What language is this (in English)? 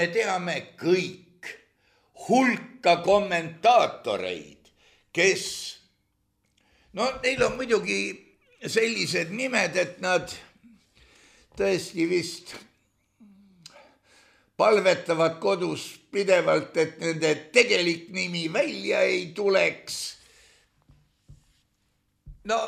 Estonian